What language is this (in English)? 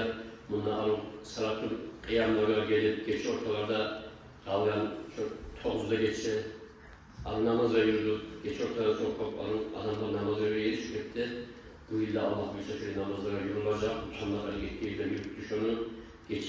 Kumyk